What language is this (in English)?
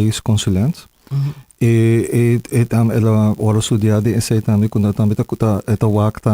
Papiamento